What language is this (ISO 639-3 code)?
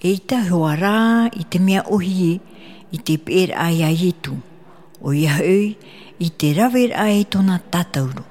tah